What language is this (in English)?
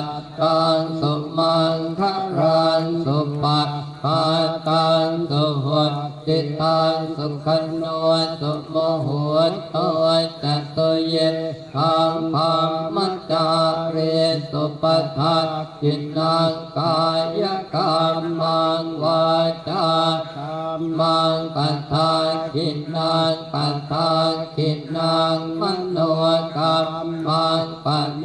Pali